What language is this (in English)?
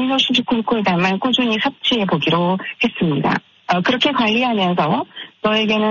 Korean